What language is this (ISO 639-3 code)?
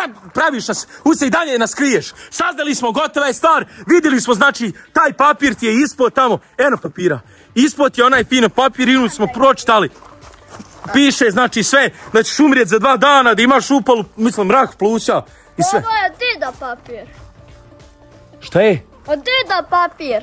hrv